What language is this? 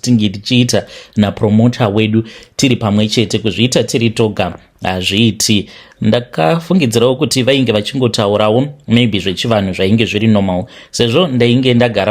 Shona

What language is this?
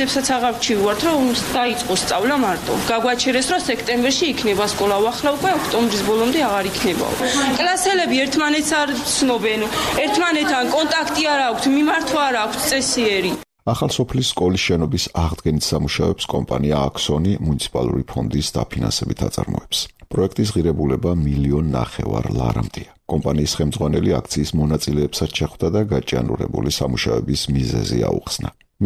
Georgian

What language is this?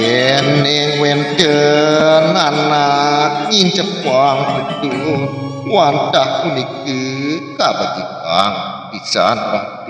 Balinese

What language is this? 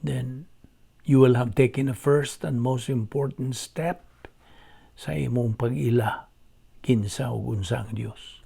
Cebuano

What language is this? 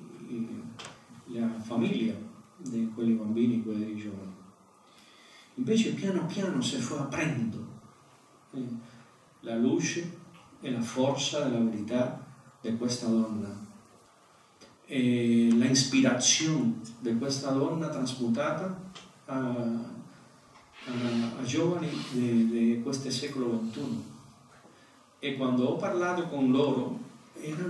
Italian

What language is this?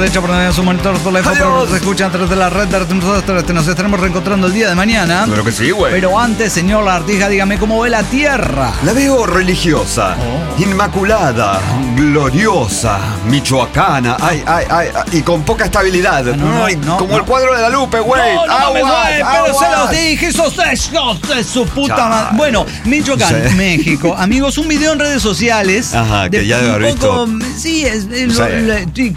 Spanish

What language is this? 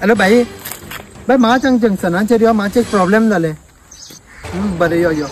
Konkani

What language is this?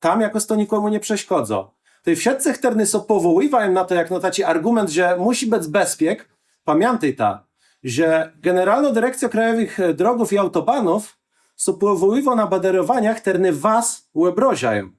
Kashubian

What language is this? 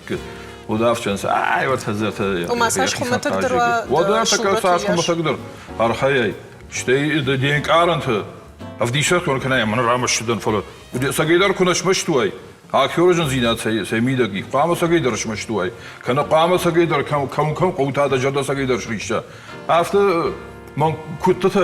Ossetic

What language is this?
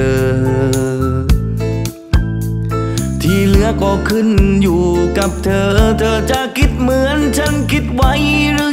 Thai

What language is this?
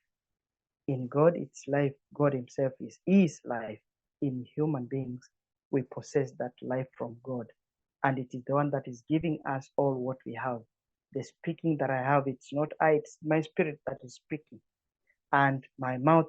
English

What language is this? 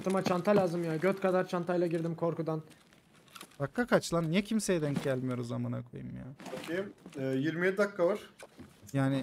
Turkish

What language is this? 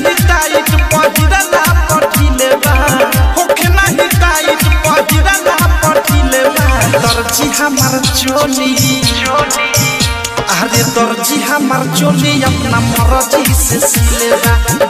Bhojpuri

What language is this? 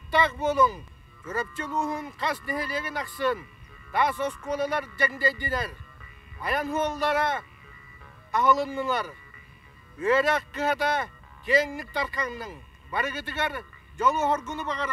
Yakut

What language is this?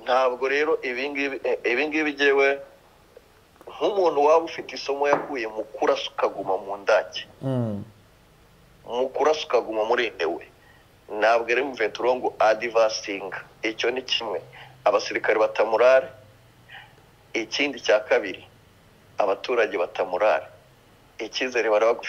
Kinyarwanda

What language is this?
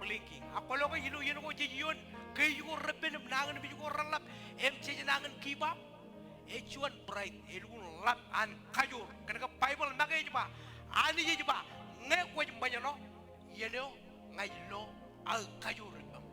Marshallese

